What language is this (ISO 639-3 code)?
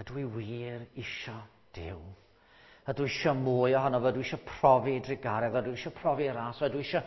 cym